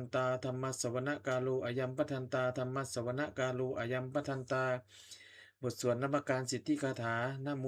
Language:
Pali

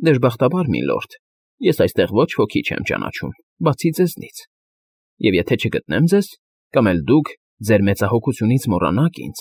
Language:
Armenian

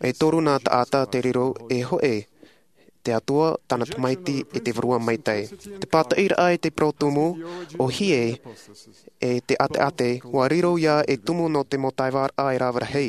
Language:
Tahitian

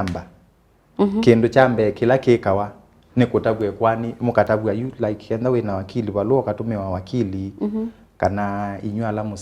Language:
Kamba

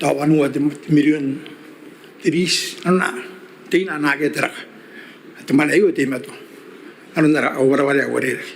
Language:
Gilbertese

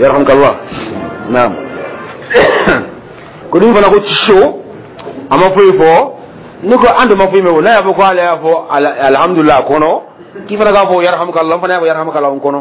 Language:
Dyula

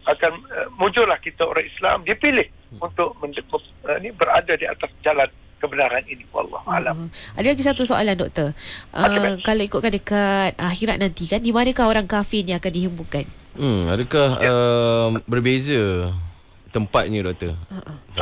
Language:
Malay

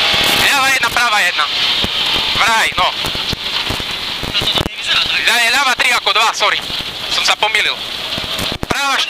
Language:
Slovak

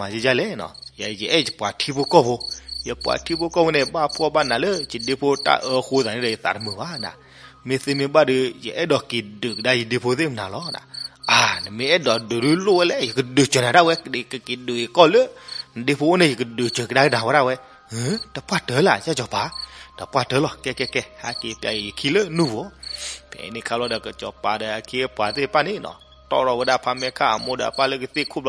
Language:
S'gaw Karen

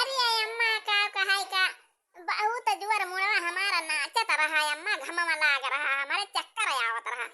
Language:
Awadhi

